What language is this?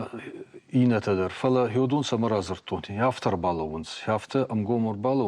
Ossetic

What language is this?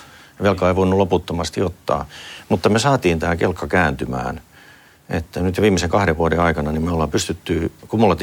Finnish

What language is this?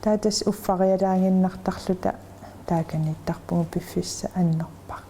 Kalaallisut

